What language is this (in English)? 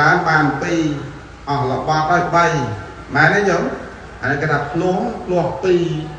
Khmer